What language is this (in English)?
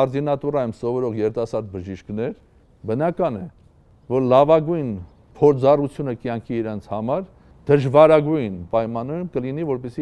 Armenian